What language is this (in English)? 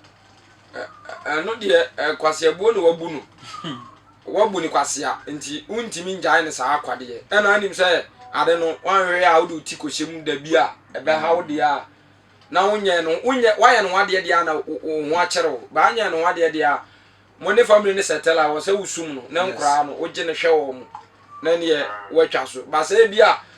Akan